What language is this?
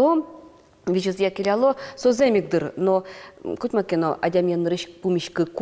Udmurt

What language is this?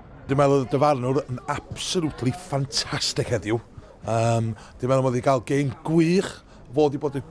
Welsh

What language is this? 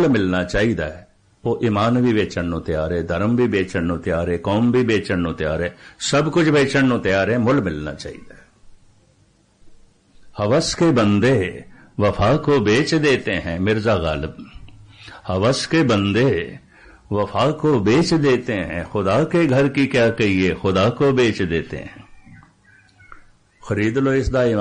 Punjabi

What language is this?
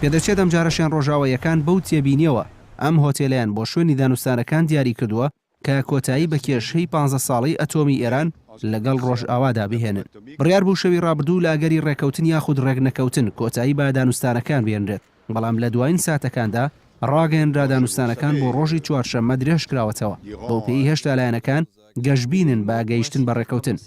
Central Kurdish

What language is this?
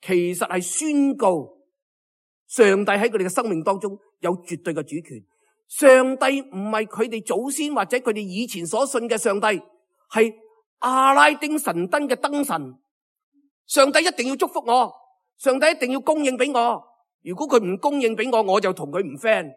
Cantonese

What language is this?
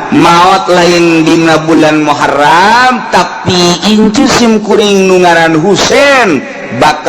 Sundanese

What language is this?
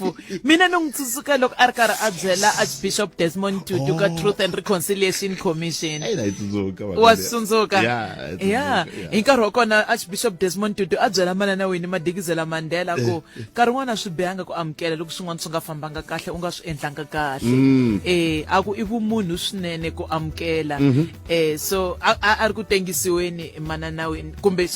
Tsonga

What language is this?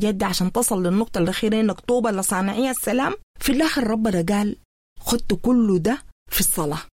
Sudanese Arabic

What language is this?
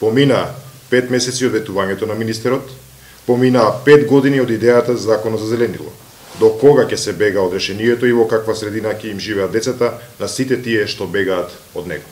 Macedonian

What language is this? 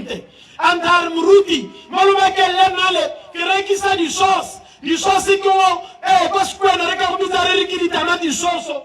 Tswana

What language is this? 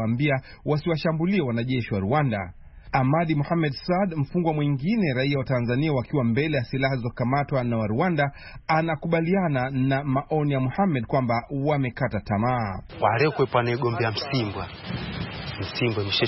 Swahili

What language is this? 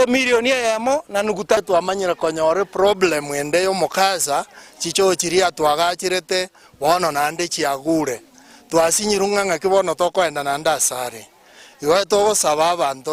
Gusii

